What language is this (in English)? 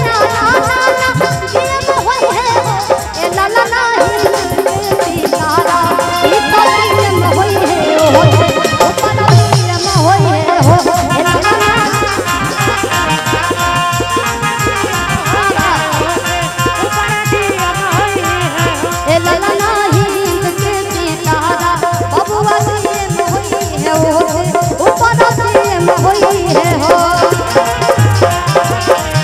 Bhojpuri